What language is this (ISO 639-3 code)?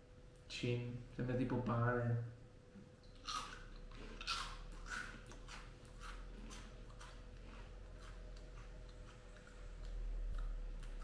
ita